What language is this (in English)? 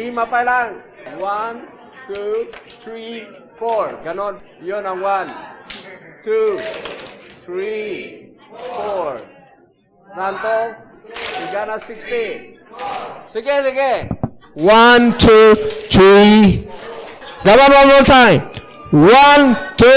Iloko